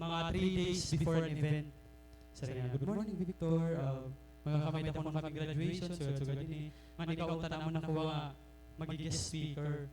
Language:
Waray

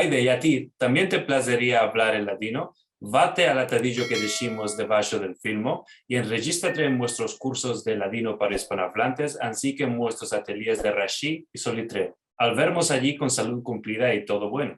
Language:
Ladino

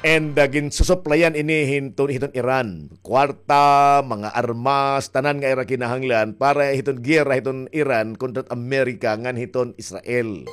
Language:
Waray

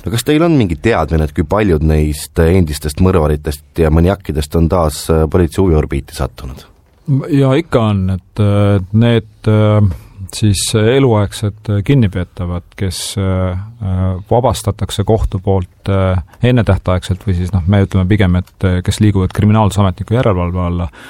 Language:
Estonian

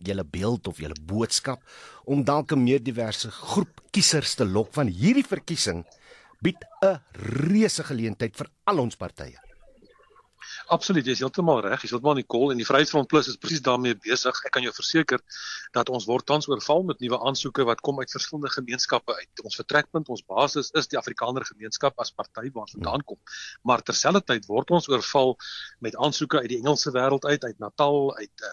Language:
Afrikaans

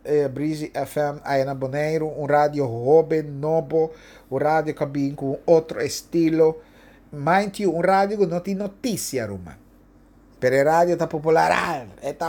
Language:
Papiamento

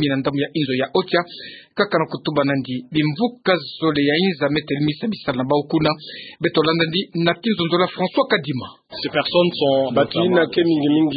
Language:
Kituba (Democratic Republic of Congo)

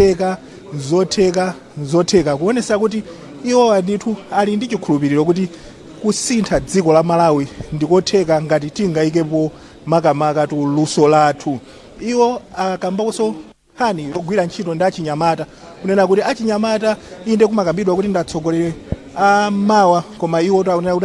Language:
Nyanja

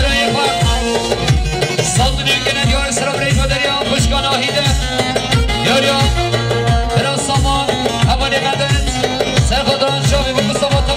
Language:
Persian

